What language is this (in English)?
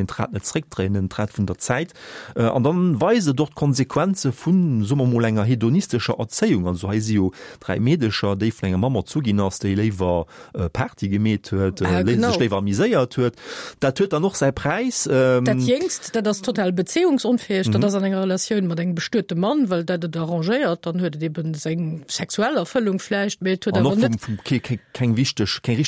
Luxembourgish